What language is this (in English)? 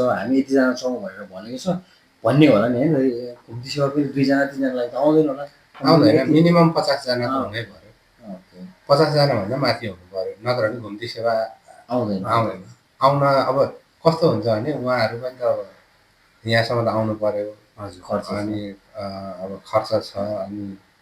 Nepali